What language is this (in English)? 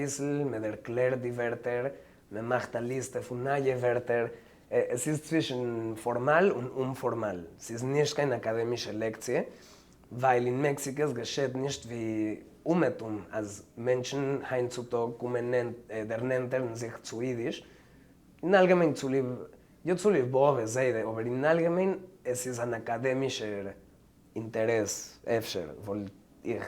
Yiddish